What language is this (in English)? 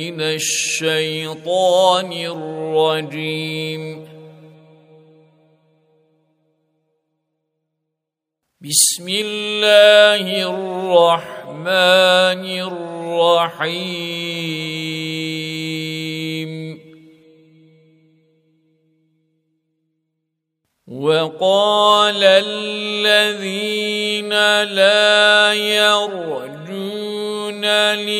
Turkish